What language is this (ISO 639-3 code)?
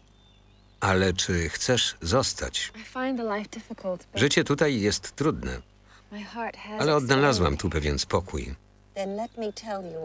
pol